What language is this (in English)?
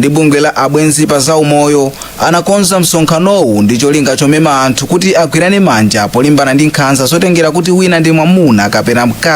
Nyanja